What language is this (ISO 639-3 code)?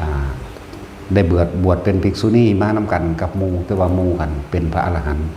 tts